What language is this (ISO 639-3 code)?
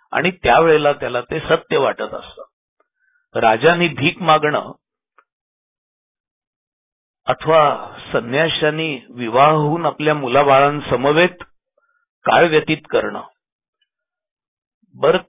mar